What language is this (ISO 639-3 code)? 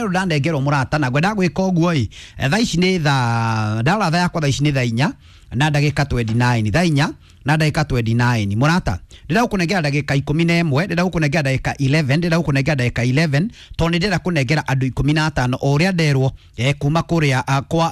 kik